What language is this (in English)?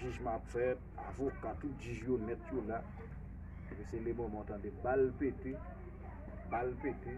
Haitian Creole